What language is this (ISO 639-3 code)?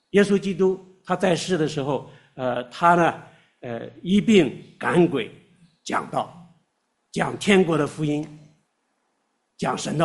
zho